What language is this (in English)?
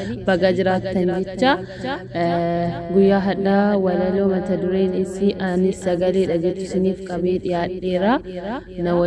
Oromo